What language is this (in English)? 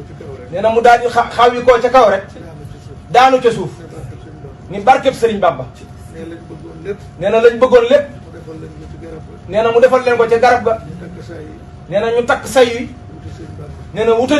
Wolof